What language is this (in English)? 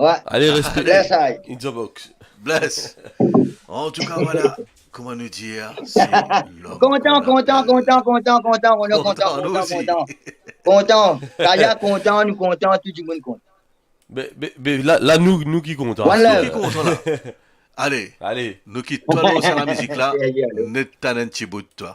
Morisyen